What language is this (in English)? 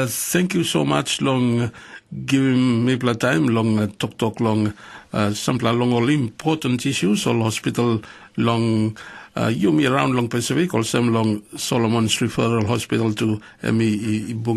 Tok Pisin